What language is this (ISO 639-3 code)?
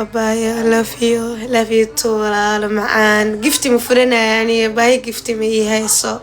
som